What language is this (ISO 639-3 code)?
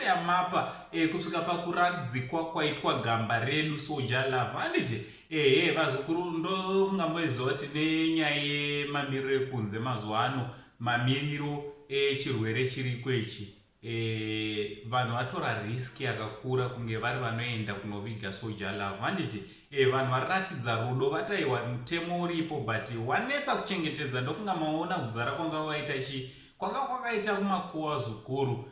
sna